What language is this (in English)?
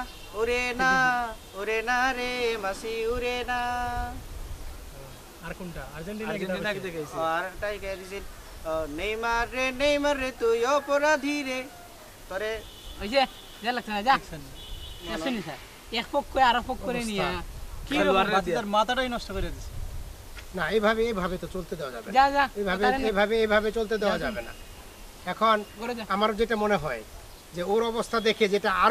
Bangla